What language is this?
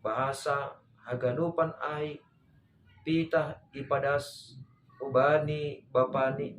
Batak Simalungun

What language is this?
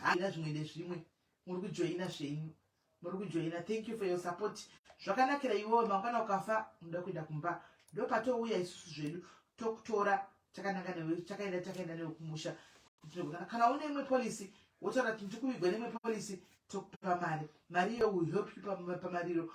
Shona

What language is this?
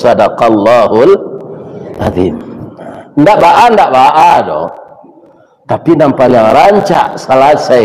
Minangkabau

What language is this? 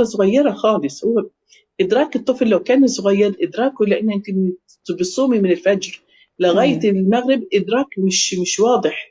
Egyptian Arabic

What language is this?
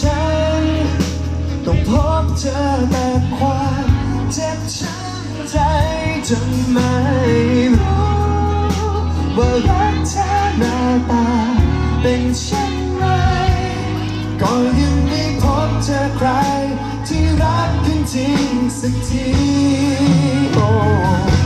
Thai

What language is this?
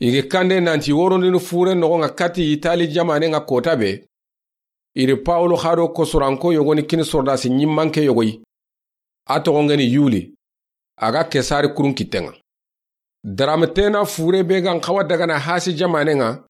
Soninke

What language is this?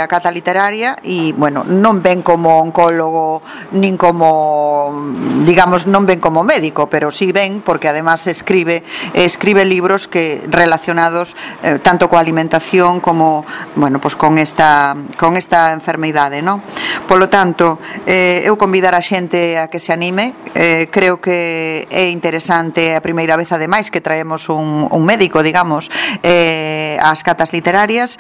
Galician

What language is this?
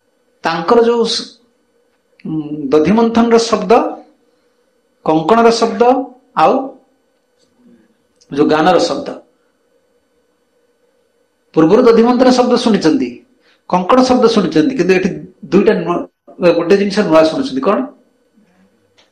Odia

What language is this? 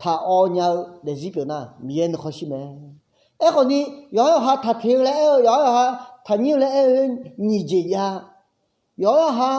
Akha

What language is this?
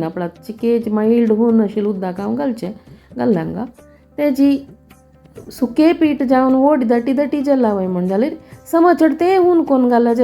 Konkani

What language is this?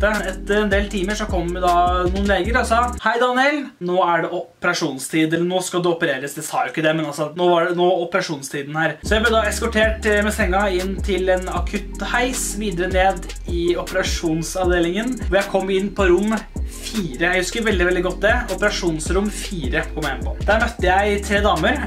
Norwegian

